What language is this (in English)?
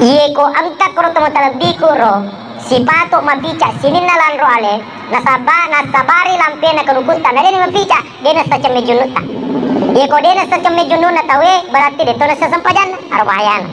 Buginese